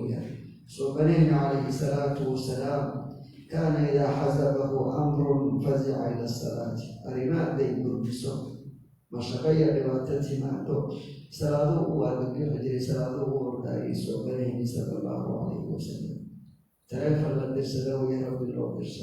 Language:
Somali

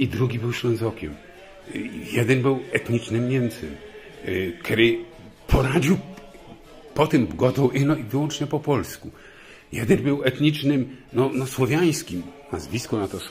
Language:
Silesian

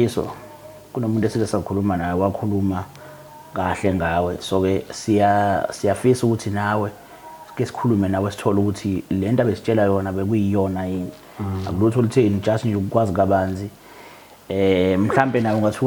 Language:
Zulu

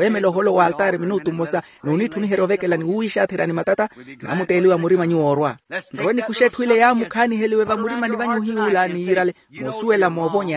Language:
Makhuwa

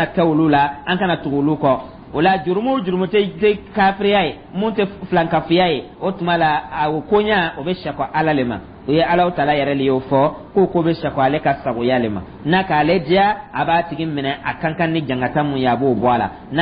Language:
Dyula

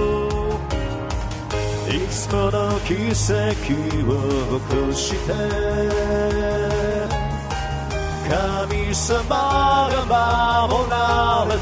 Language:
Japanese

